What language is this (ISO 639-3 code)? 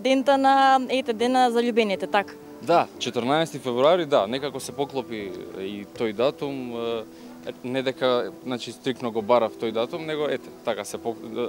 mkd